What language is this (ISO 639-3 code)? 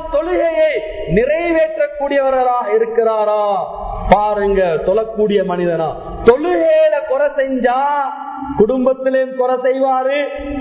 tam